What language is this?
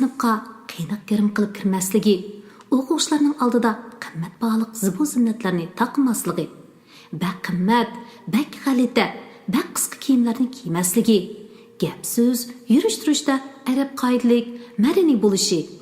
Uyghur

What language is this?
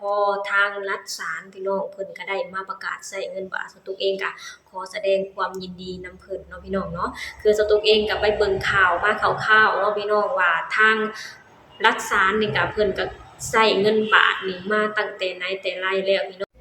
Lao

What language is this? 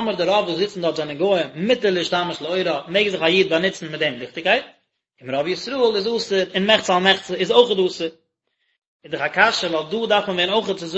Yiddish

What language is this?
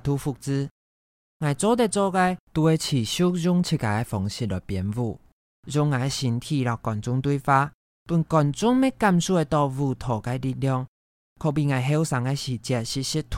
Hakka Chinese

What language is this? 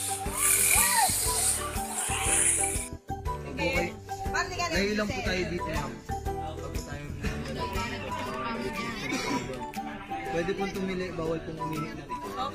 Filipino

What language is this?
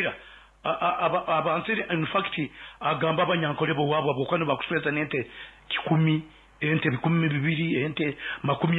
Nyoro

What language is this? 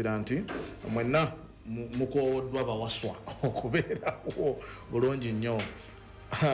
Ganda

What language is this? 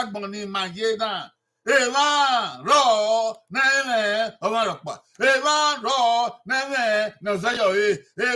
Bini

